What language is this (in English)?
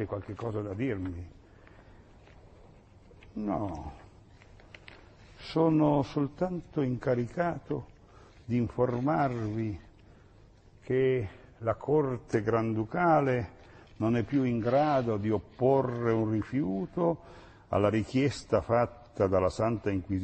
Italian